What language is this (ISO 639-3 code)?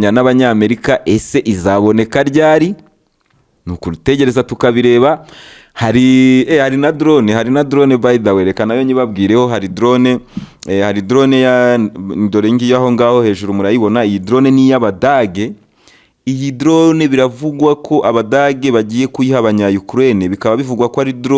kin